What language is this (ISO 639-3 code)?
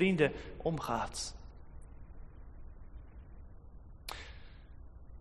nld